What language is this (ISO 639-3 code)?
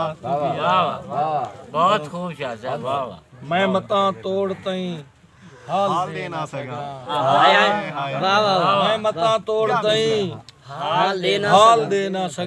skr